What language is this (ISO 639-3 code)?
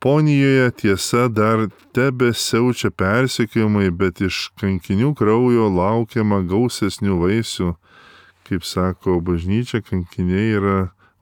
lit